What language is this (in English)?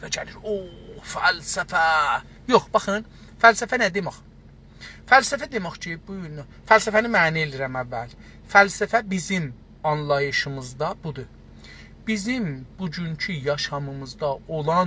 South Azerbaijani